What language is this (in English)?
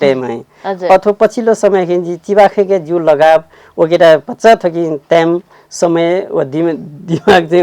Newari